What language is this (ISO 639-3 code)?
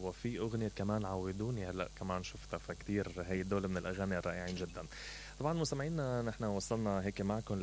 acm